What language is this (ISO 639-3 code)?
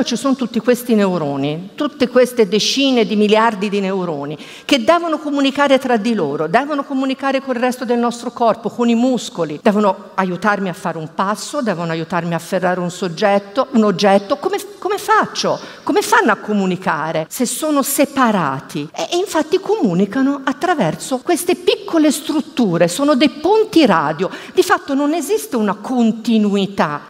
ita